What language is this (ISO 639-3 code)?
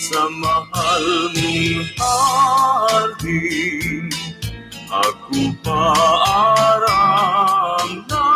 bik